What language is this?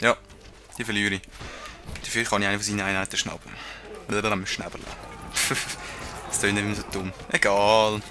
Swiss German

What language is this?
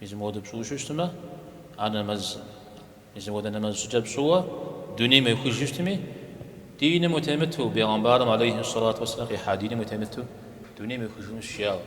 Kabardian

